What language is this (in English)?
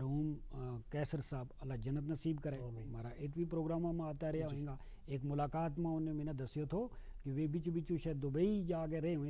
Gujari